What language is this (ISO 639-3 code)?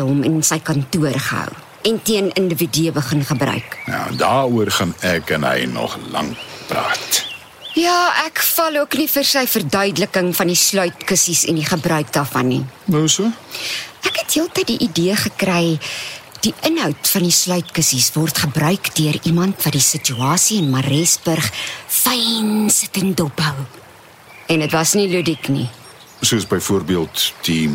afr